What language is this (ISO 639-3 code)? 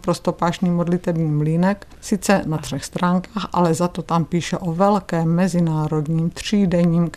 ces